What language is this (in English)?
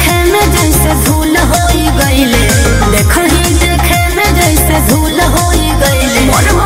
Bhojpuri